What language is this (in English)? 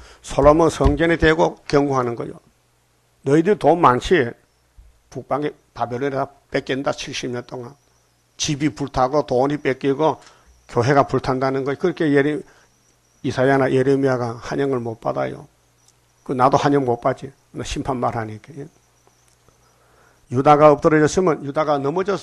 Korean